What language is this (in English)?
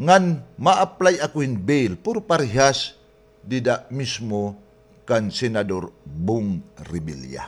Waray